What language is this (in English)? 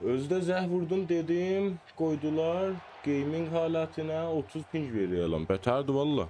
South Azerbaijani